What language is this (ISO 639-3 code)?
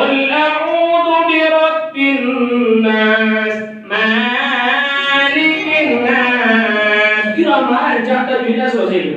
min